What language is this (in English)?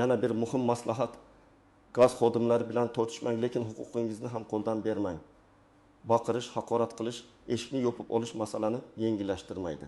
Uzbek